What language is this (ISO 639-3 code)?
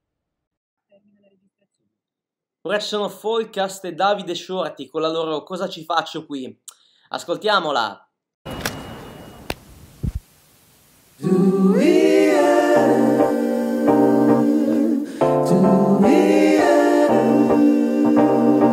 ita